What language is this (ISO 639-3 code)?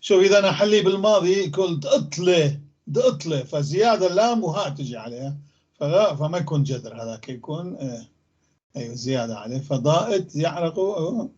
apc